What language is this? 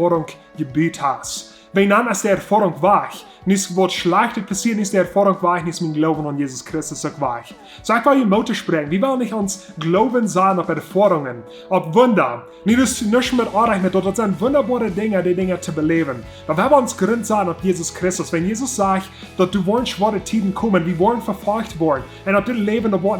Plautdietsch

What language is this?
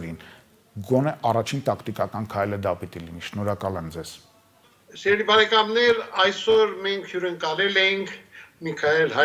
Armenian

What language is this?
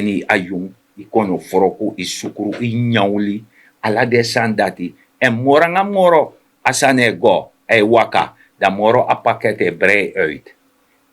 Sranan Tongo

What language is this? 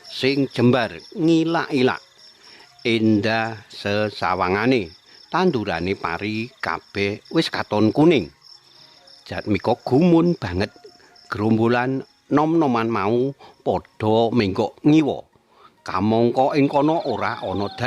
Javanese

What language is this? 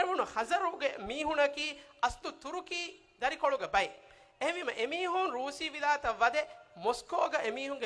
Divehi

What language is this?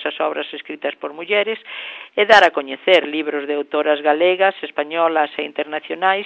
Galician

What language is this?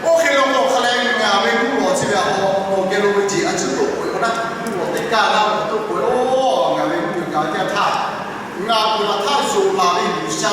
Lahu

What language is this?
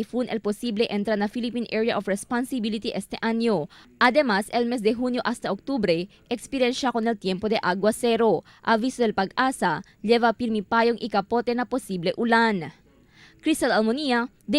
Chavacano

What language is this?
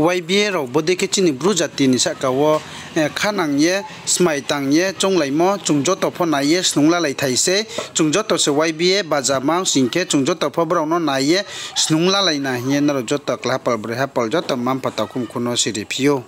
Riang (India)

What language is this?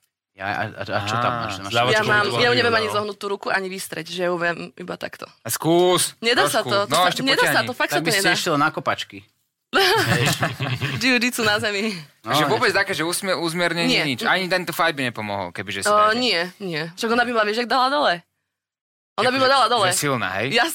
Slovak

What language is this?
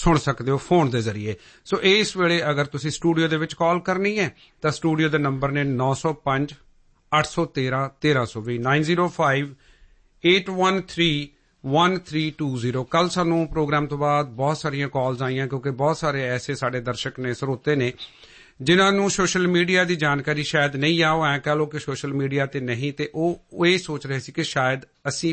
Punjabi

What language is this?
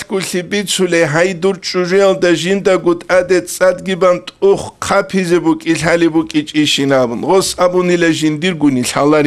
Avaric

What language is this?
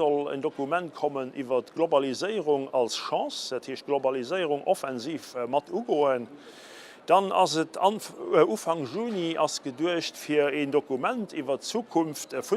Luxembourgish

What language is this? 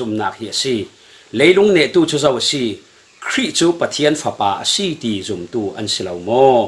Falam Chin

